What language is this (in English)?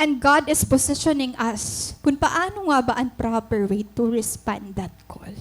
Waray